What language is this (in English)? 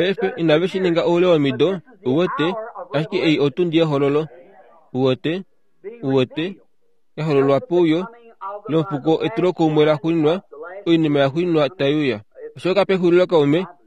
Kuanyama